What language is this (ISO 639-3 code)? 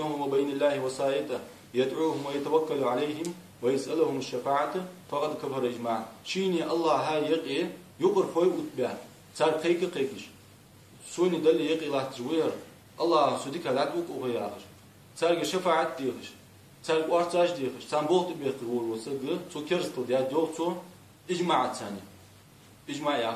inh